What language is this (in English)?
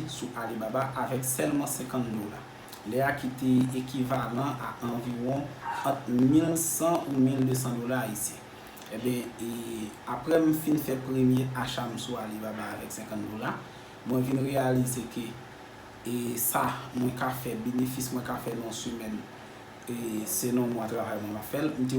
Haitian Creole